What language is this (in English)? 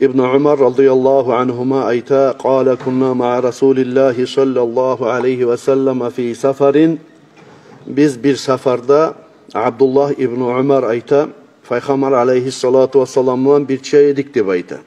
Kumyk